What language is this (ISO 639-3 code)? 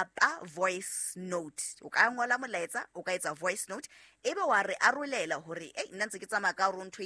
sot